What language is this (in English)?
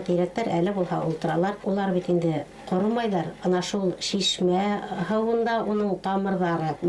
Bashkir